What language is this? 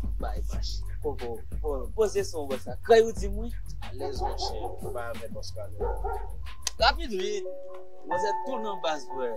Haitian Creole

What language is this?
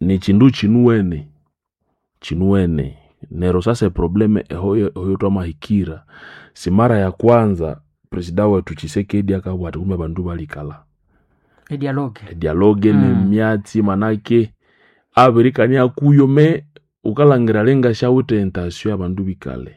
Nande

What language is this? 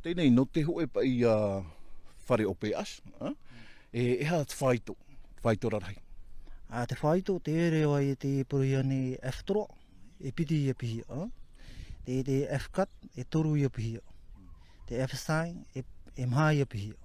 Tahitian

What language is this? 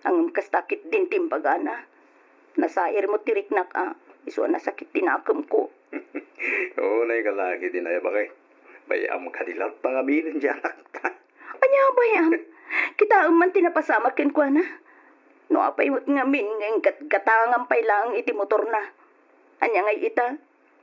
Iloko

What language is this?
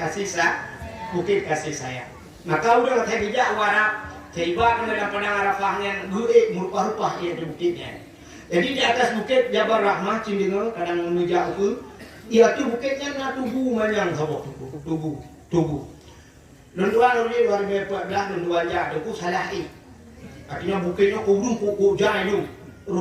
Achinese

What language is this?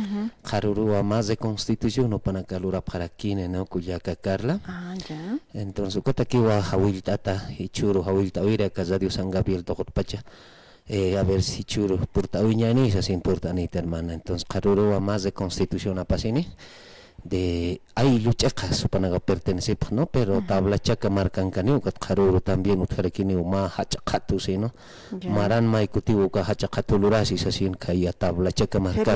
Aymara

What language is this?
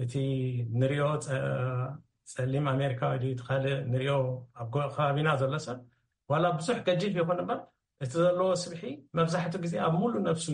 Tigrinya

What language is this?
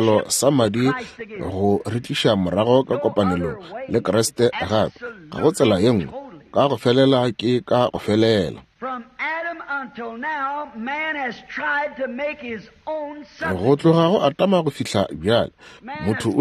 Northern Sotho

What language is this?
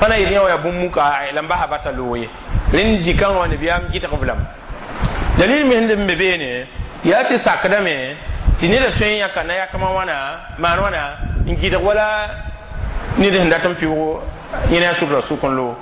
Mossi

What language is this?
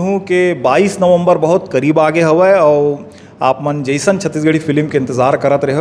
Chhattisgarhi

